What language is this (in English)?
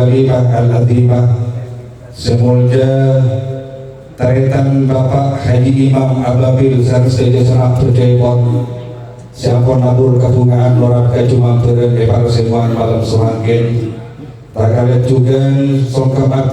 Madurese